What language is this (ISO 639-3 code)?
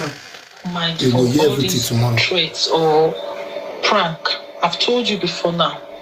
pcm